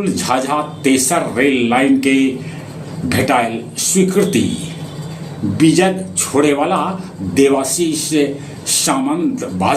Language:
Magahi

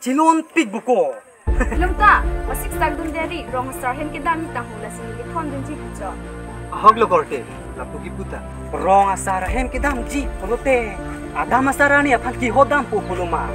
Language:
Karbi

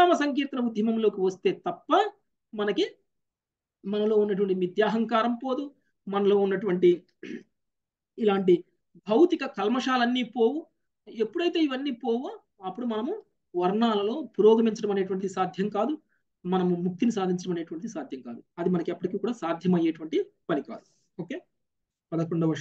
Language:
Telugu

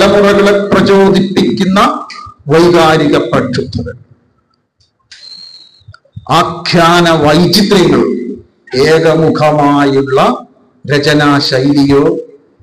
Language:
Malayalam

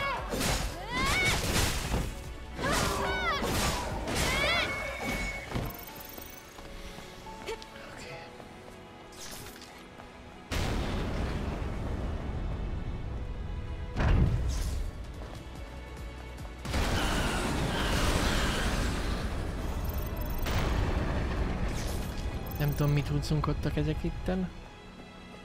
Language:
Hungarian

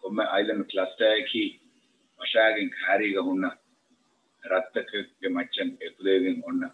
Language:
Divehi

